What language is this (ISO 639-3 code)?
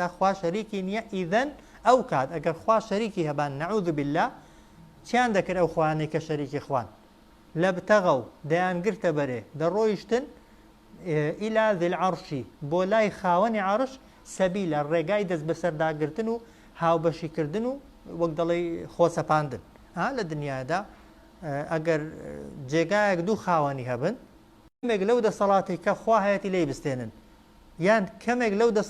ckb